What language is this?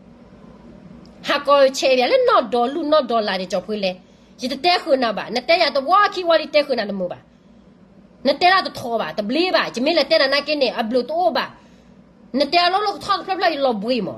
S'gaw Karen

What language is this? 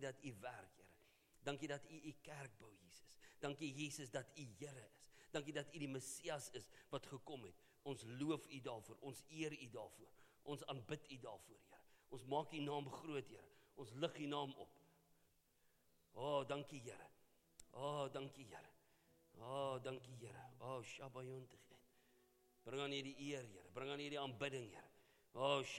Afrikaans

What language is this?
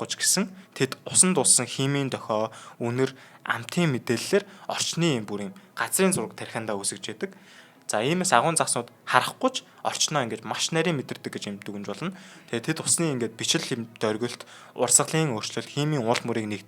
Mongolian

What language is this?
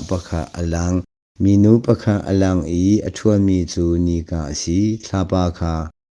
Hakha Chin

